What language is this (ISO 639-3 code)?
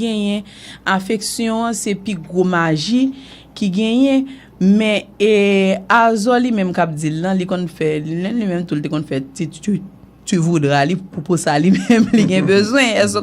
hat